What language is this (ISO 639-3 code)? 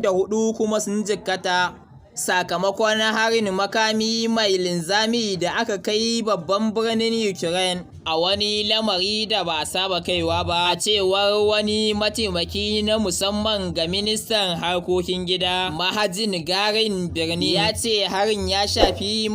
hau